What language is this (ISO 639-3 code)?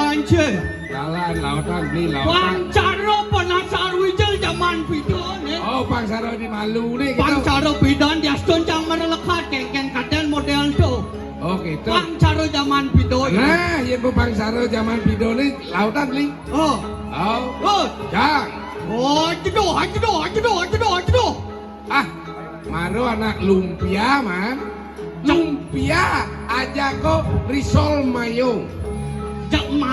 ban